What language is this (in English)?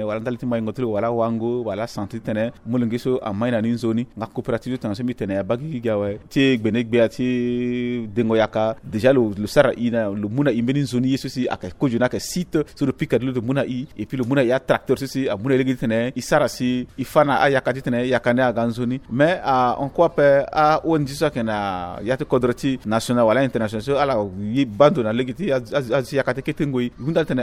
Sango